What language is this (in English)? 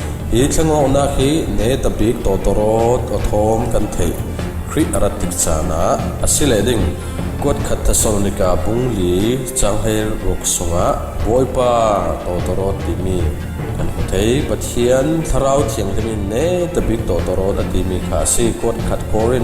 Falam Chin